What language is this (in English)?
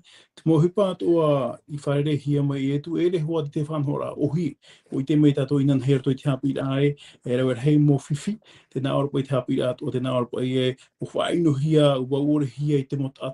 Tahitian